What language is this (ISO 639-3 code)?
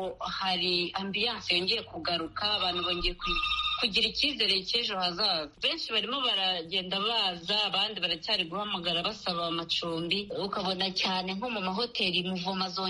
kin